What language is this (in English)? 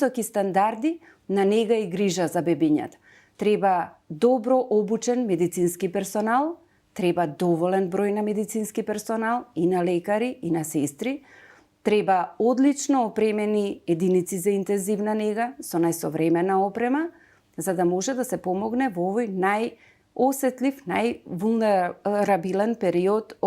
Macedonian